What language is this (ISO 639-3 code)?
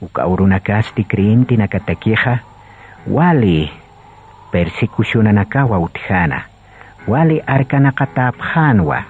aym